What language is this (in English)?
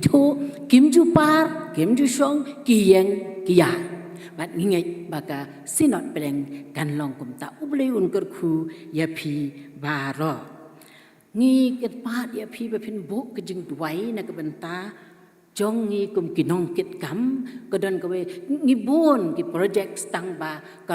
Khasi